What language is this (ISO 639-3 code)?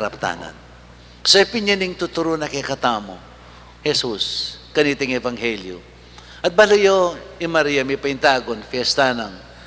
pam